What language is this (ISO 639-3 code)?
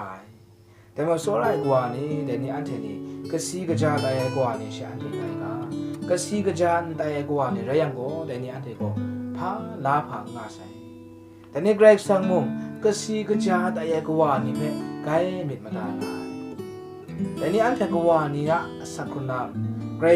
kac